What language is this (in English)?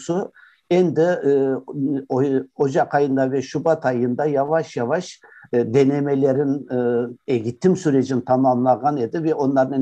Crimean Tatar